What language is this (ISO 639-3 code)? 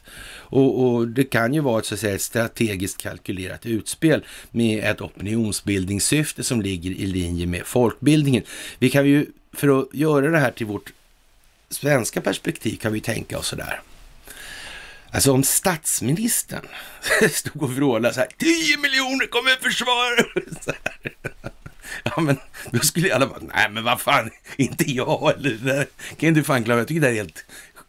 swe